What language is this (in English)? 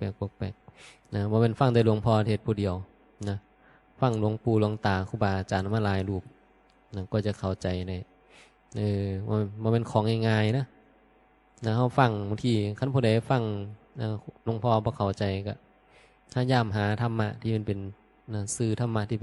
Northeastern Thai